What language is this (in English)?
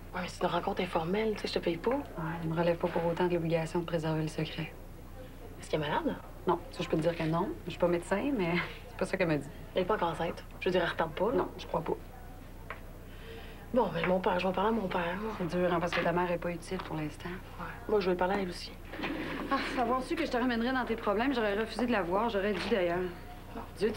French